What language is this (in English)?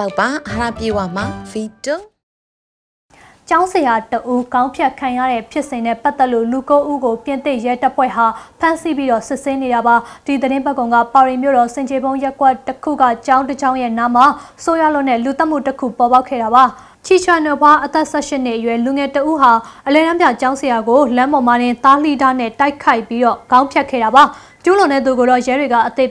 Burmese